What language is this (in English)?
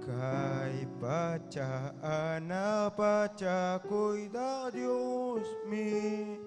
Ayacucho Quechua